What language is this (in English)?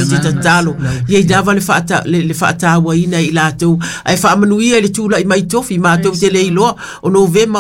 Samoan